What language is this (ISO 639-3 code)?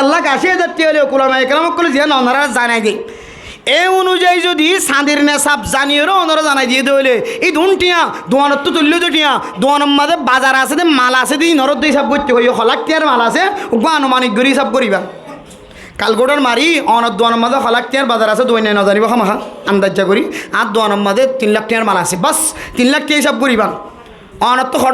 rhg